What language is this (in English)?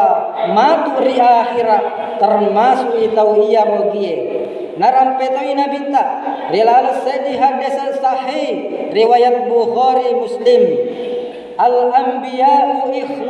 Buginese